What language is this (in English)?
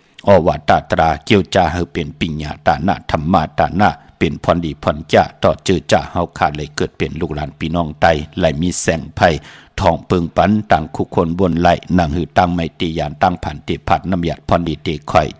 Shan